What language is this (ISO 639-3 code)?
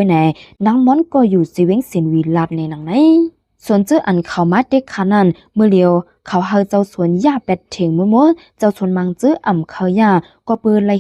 shn